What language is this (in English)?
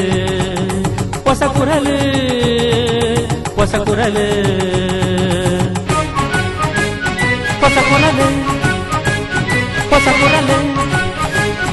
Kannada